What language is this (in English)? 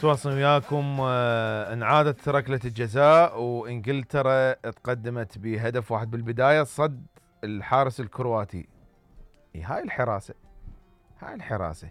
Mesopotamian Arabic